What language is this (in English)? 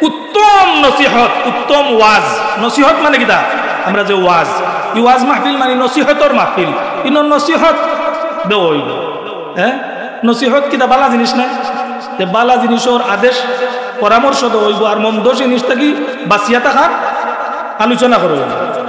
Sylheti